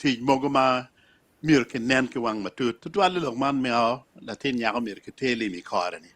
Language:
Acoli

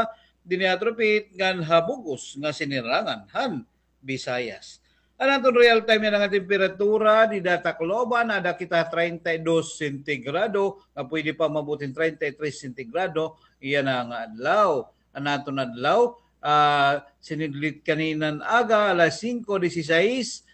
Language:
Waray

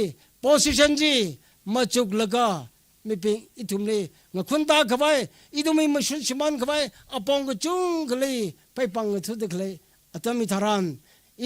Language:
Tangkhul Naga (India)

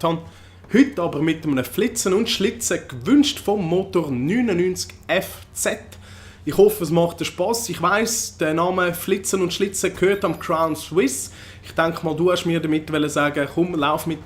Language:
Swiss German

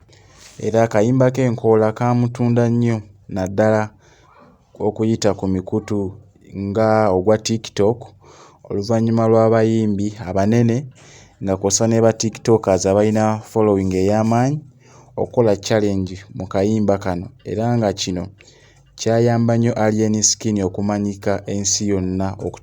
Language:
Ganda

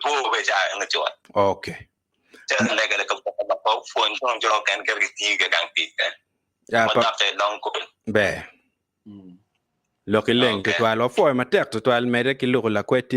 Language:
Acoli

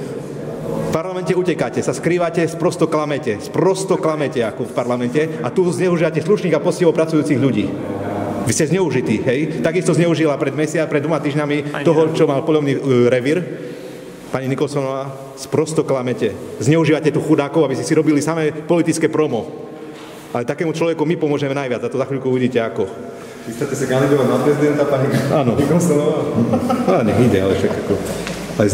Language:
Slovak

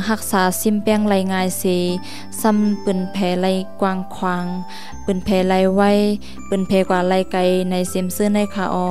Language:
Shan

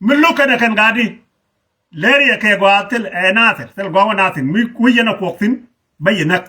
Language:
Nuer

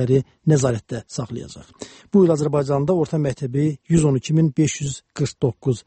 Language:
Azerbaijani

